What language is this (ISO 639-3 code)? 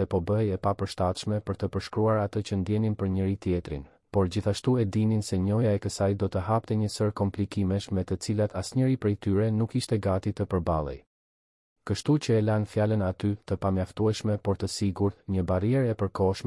sqi